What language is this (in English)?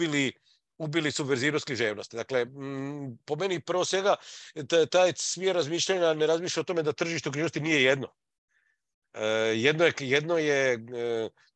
Croatian